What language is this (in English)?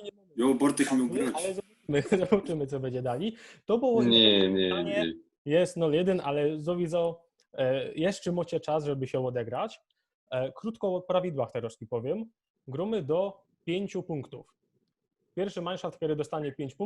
Silesian